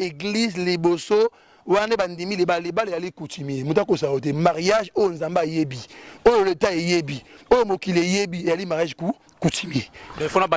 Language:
Lingala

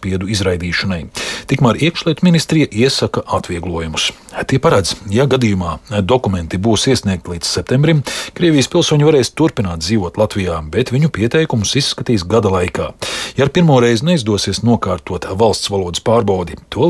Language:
Latvian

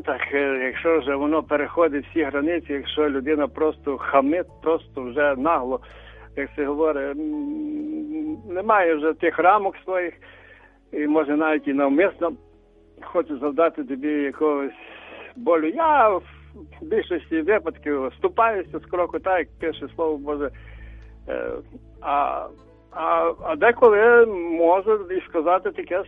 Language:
Ukrainian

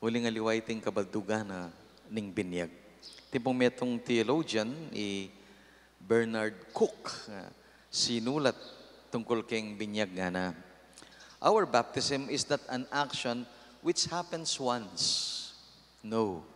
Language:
Pampanga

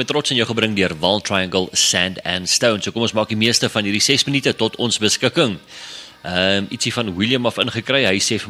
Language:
Afrikaans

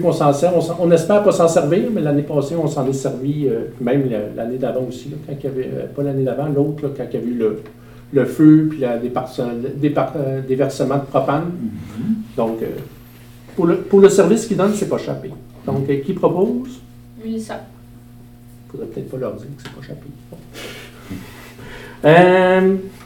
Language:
French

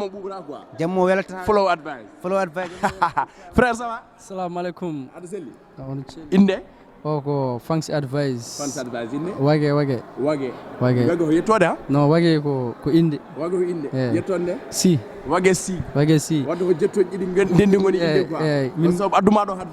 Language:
Fula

